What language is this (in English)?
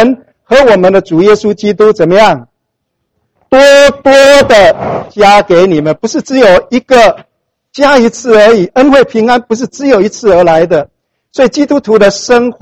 Chinese